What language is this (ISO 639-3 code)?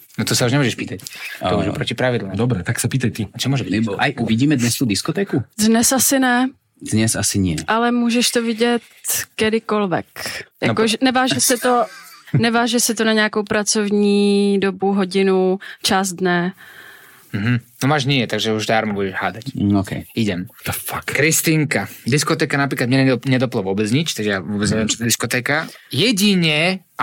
slk